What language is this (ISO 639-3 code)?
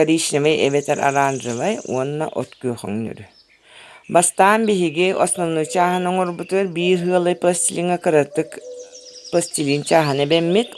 sah